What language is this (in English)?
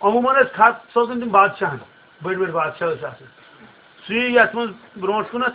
Kashmiri